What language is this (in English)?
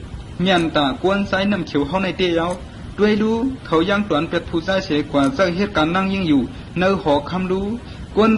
Shan